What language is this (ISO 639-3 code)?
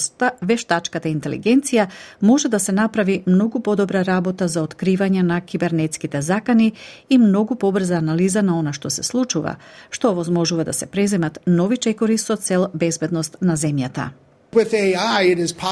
mkd